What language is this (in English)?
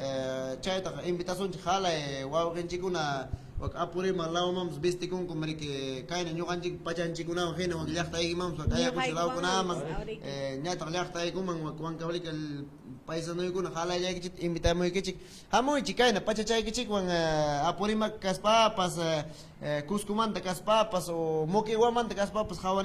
Ayacucho Quechua